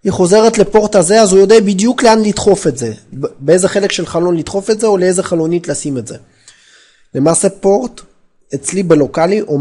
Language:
Hebrew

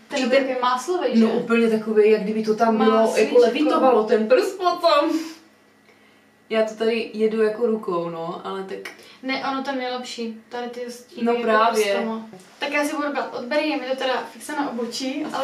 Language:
Czech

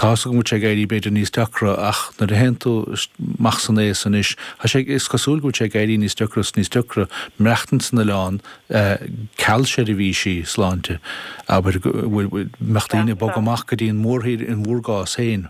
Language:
Irish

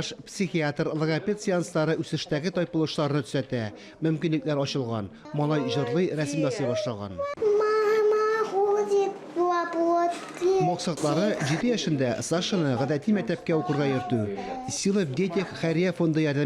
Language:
Tatar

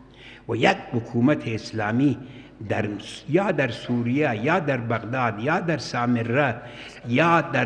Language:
Persian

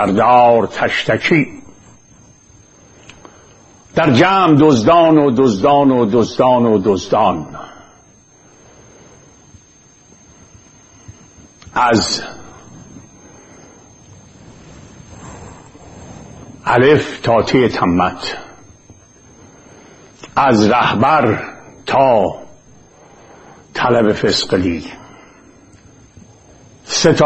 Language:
Persian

